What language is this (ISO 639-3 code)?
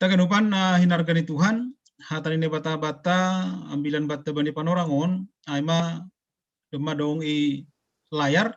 bts